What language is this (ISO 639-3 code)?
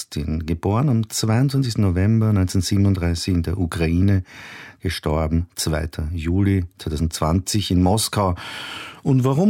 deu